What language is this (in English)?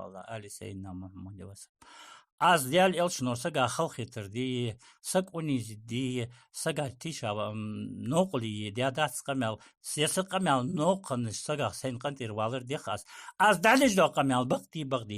Ingush